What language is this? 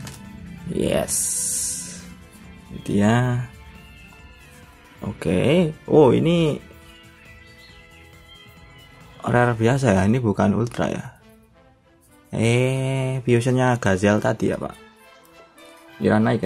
Indonesian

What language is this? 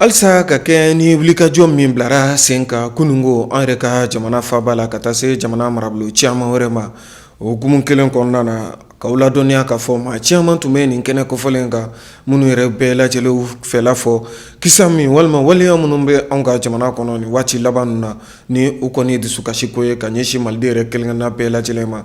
Bambara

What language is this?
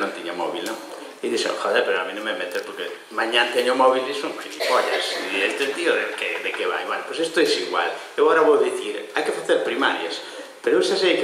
Galician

